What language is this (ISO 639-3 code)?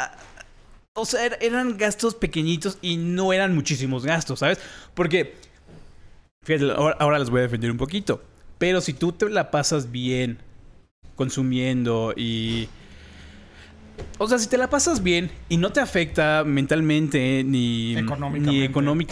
spa